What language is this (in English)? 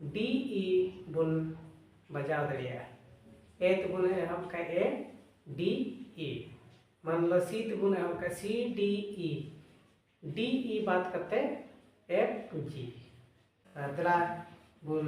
Santali